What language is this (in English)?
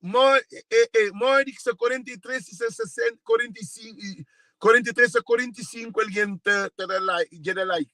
Kabuverdianu